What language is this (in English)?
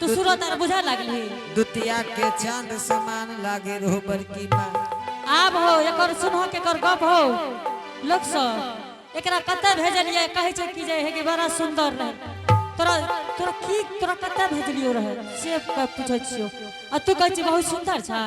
Angika